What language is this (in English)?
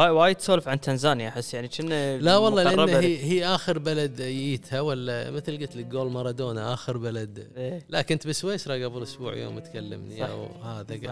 Gulf Arabic